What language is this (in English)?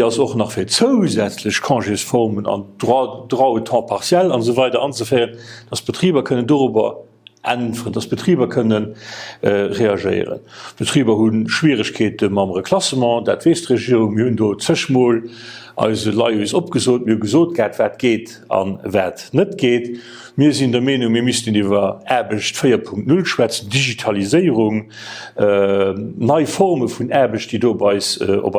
Luxembourgish